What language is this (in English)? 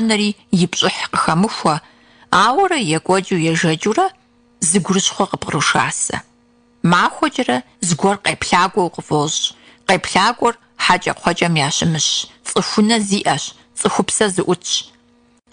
Kabardian